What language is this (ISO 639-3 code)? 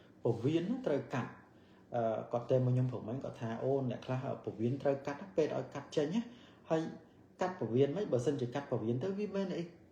khm